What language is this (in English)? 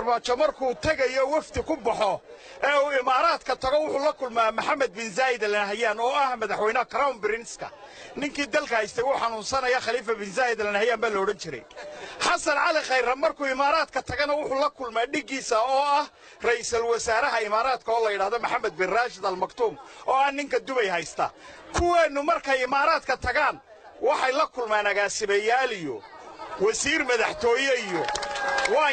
Somali